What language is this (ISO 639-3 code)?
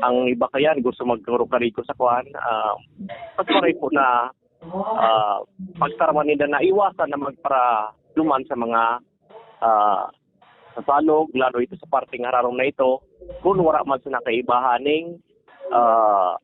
bik